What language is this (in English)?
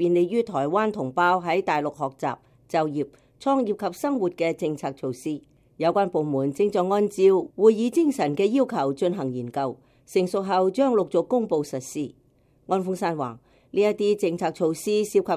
Cantonese